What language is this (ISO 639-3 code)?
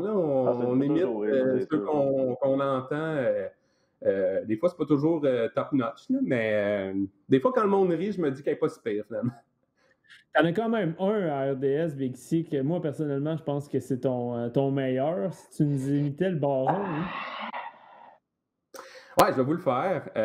fra